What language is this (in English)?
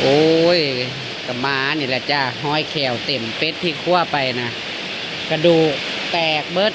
Northeastern Thai